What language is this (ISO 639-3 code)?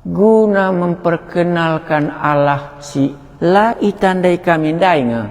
btx